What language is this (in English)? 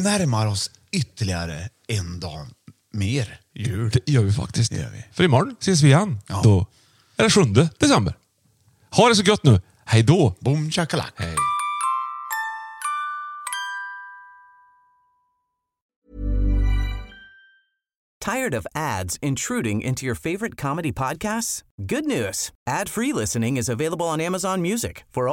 Swedish